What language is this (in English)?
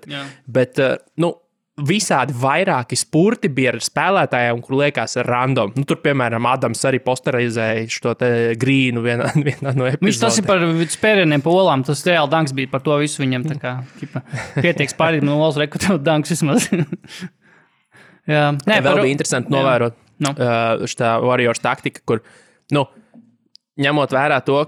Latvian